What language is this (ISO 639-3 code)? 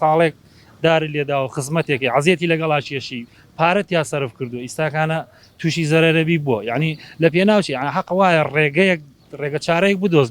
ckb